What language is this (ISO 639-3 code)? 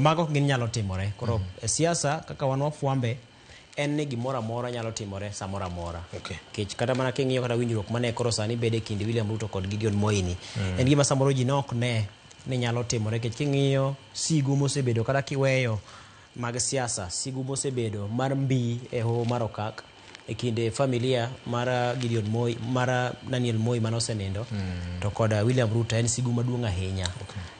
luo